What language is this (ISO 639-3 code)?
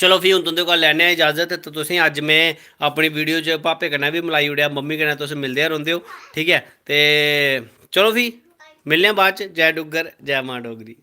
doi